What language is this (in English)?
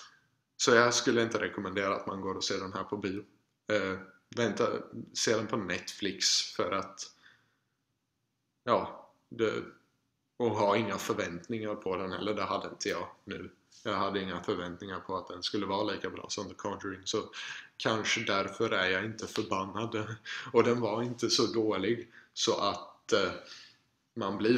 Swedish